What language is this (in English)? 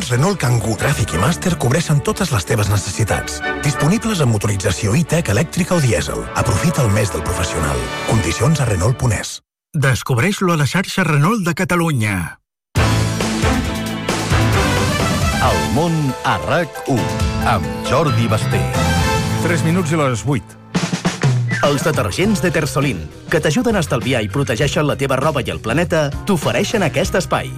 Catalan